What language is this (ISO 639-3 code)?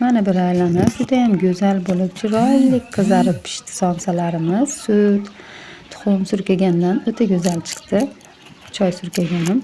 uzb